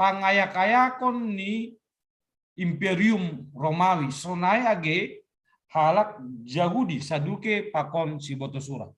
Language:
Batak Simalungun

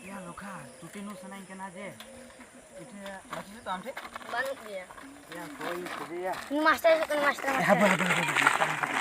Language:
Santali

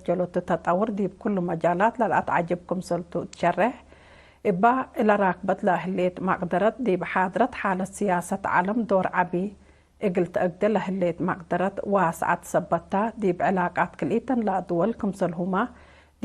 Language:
Tigre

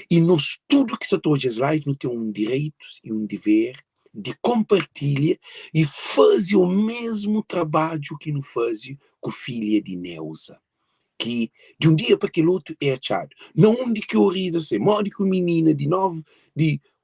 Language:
Kabuverdianu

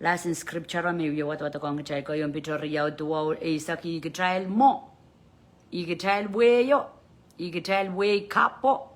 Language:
Pohnpeian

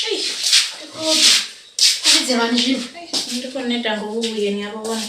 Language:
Venda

